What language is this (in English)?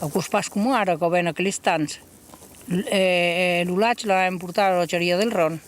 Occitan